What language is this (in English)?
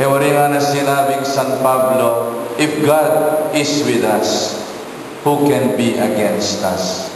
Pampanga